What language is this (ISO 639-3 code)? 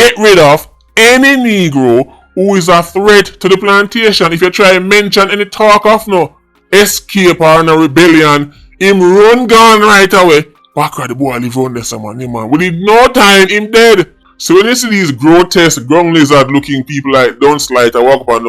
jam